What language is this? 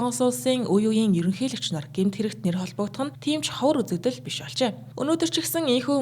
Mongolian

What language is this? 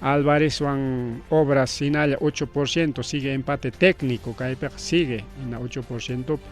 Ayacucho Quechua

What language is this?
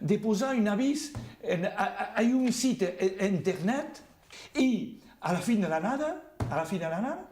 Occitan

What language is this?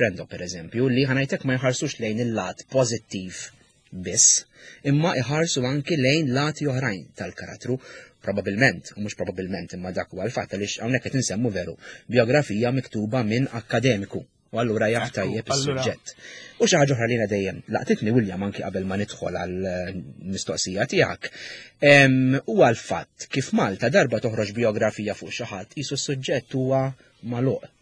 Maltese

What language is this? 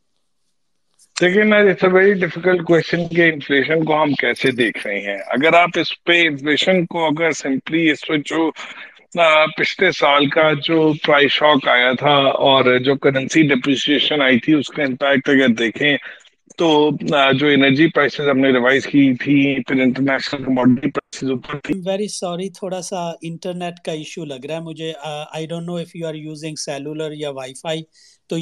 Urdu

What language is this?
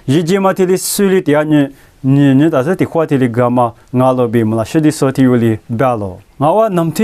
Lisu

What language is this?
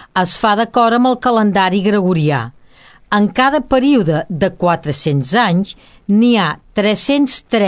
Catalan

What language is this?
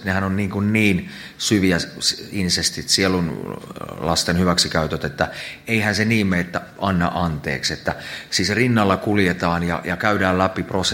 Finnish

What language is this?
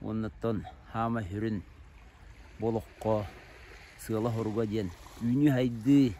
Yakut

